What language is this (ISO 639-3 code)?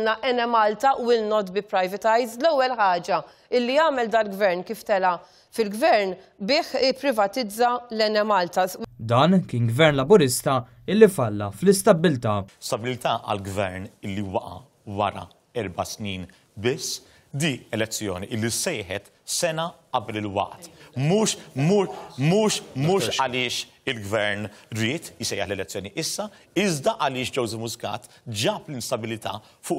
mlt